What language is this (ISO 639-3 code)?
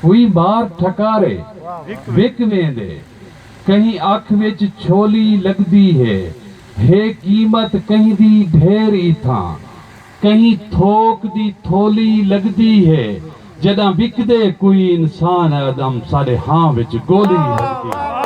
skr